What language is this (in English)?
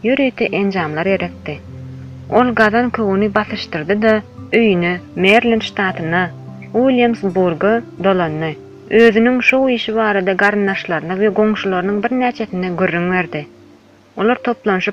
Turkmen